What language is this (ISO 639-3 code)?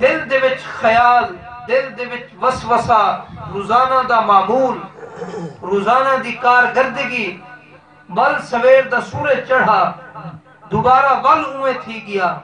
skr